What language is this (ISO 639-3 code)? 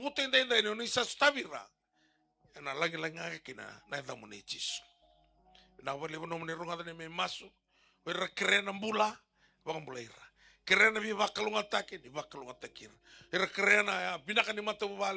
fij